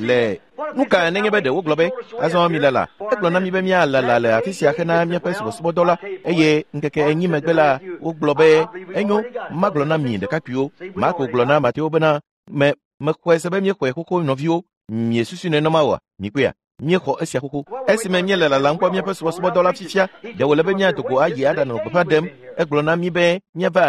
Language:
Ewe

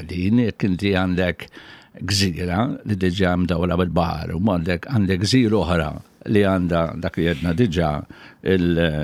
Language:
Maltese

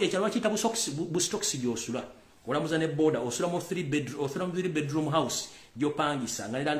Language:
Ganda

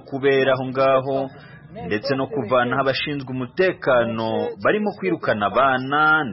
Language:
Kinyarwanda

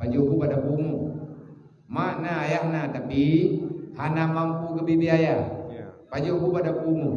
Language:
Achinese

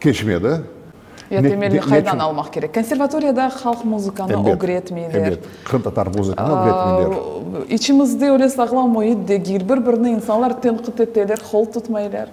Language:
Crimean Tatar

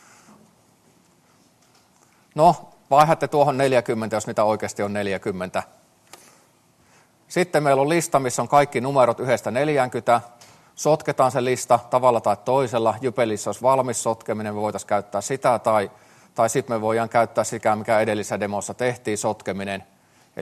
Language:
Finnish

